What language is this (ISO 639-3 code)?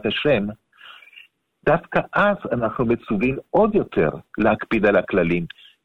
heb